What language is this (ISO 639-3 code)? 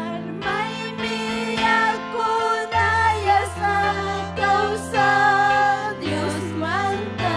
quy